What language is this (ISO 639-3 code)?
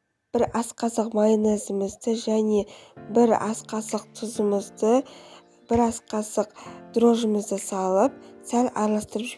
kaz